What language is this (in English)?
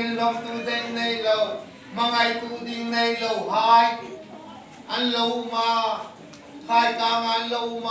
Hmar